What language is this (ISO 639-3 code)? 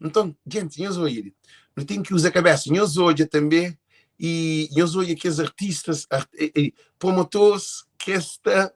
kea